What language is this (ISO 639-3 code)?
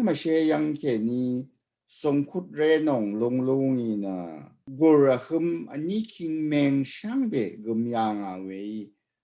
raw